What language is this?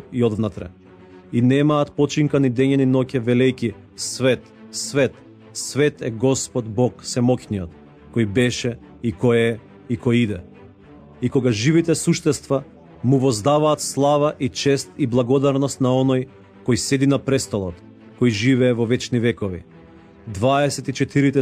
Macedonian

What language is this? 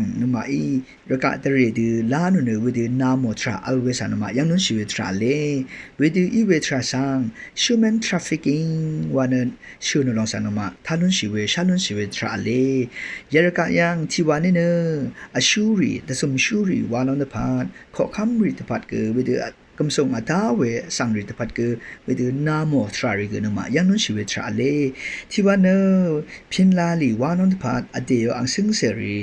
Rawang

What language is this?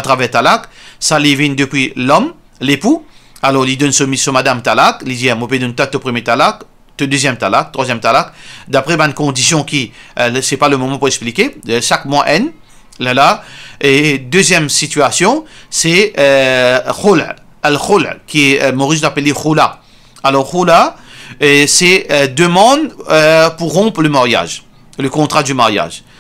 Morisyen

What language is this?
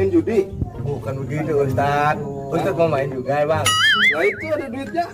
Betawi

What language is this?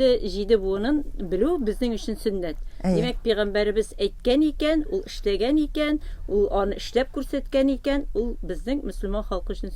Tatar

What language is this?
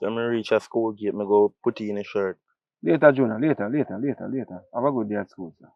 Jamaican Creole English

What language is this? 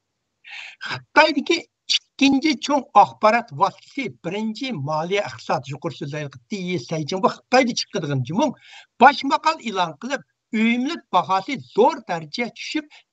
Uyghur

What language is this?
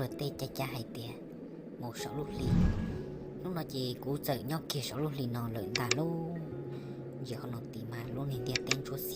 Hmong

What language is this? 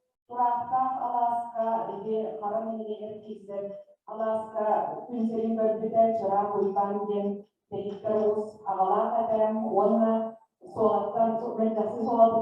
Yakut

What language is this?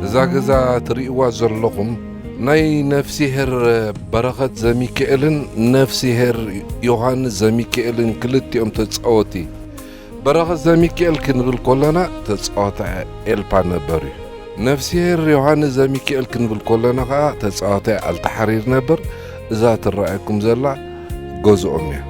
Tigrinya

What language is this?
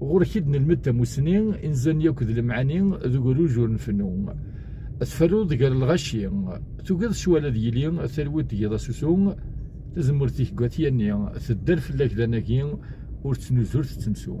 Kabyle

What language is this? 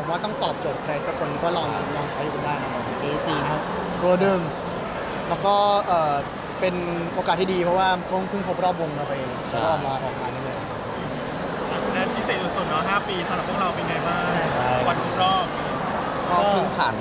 Thai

